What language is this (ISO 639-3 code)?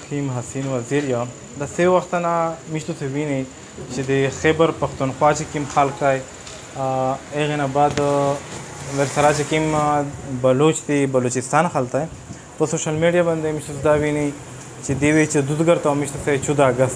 pus